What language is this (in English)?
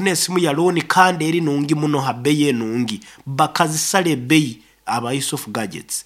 Nyankole